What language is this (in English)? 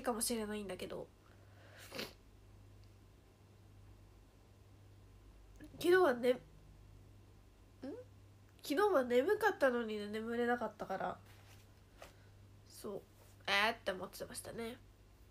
Japanese